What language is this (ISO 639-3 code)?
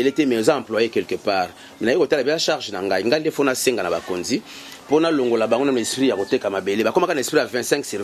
lin